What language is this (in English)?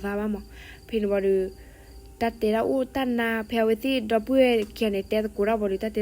S'gaw Karen